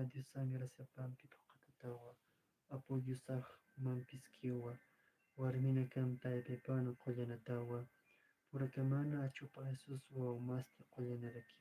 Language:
Aymara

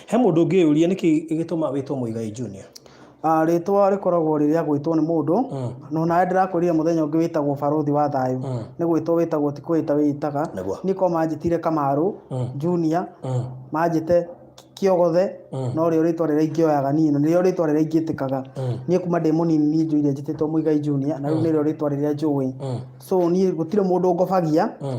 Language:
Kikuyu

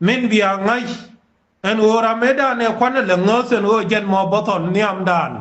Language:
Nuer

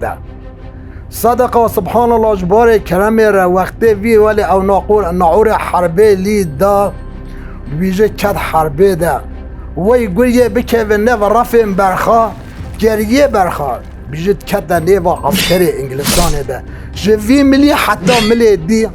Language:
Kurdish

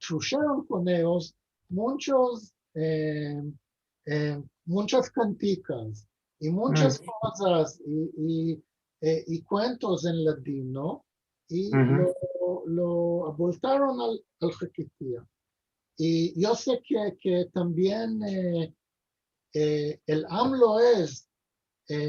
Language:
Ladino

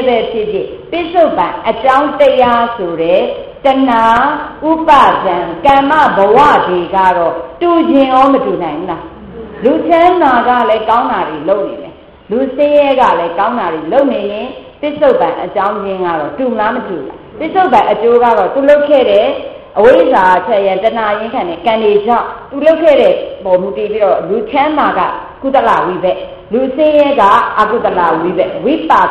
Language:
Burmese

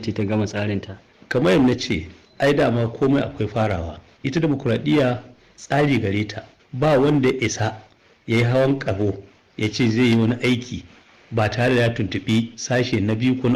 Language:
Hausa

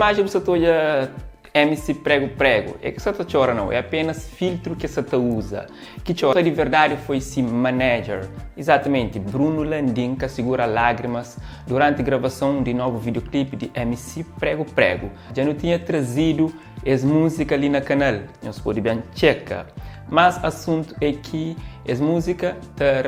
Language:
Kabuverdianu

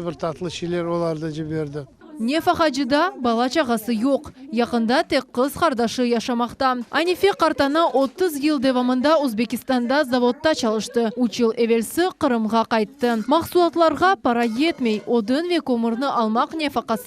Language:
Crimean Tatar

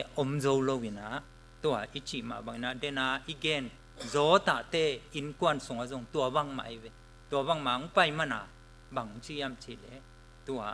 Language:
Tedim Chin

